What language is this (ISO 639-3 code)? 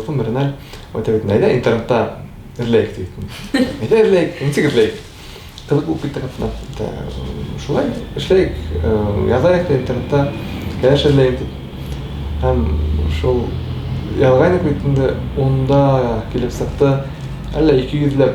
bak